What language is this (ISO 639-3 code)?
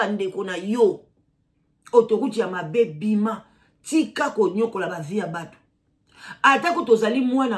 lin